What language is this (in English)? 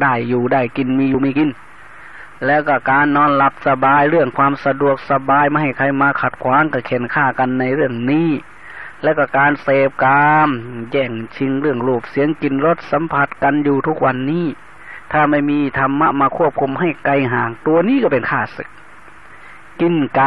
Thai